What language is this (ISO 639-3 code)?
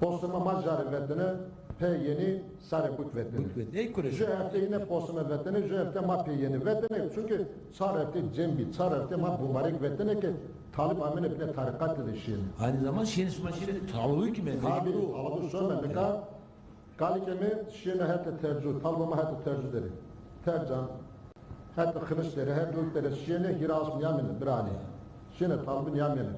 zza